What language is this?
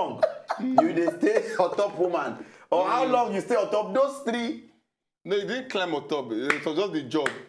Nigerian Pidgin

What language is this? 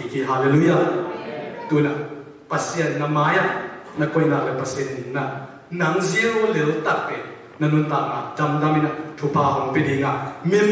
Tedim Chin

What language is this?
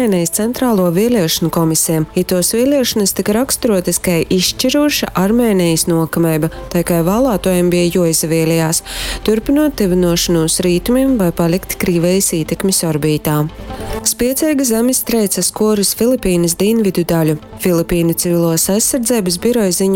Latgalian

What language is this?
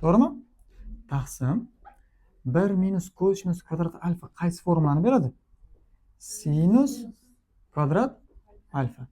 Uzbek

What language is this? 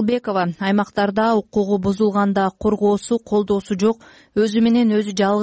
Kyrgyz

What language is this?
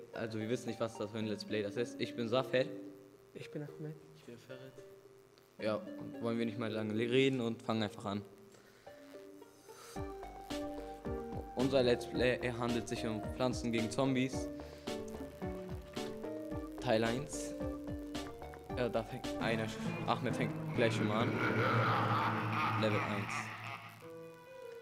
German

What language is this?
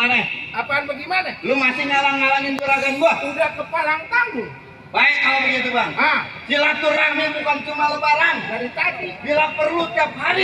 Betawi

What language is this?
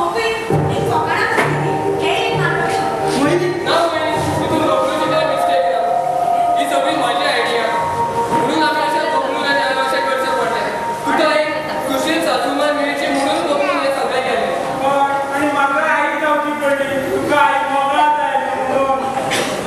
Konkani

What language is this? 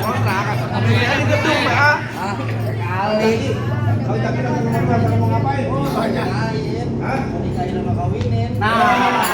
Betawi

